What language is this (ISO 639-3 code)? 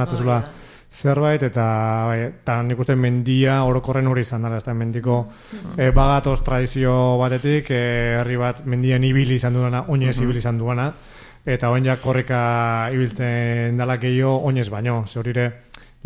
eus